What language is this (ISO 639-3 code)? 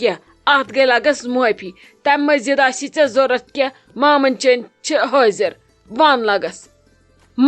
kas